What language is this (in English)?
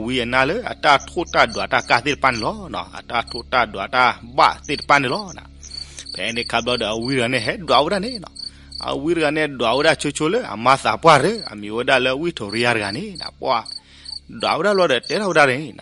S'gaw Karen